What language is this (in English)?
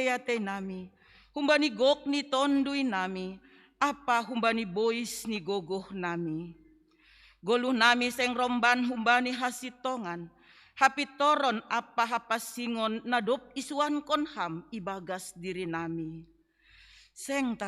Batak Simalungun